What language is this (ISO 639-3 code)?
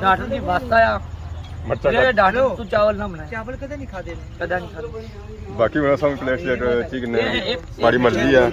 phr